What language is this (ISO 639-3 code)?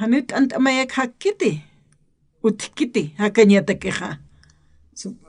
aym